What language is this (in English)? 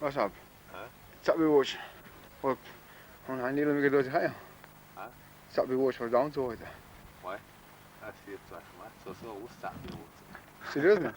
Chechen